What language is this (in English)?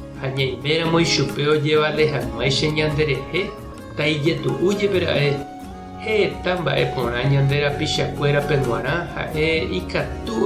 Guarani